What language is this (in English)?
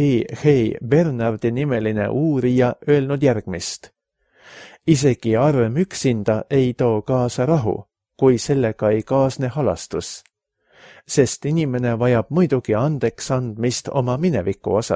Estonian